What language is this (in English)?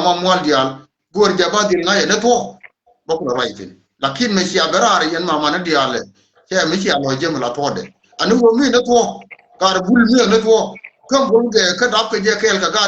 Nuer